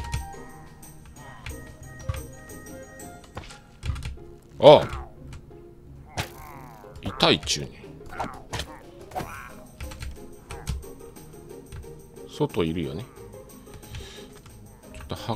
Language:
Japanese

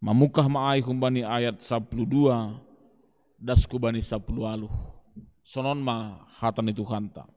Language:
Batak Simalungun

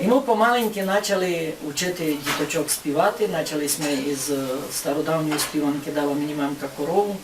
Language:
Rusyn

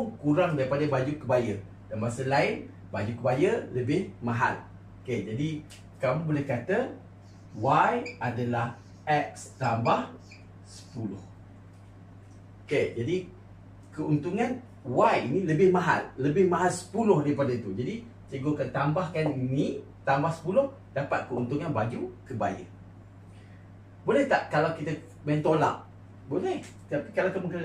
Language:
Malay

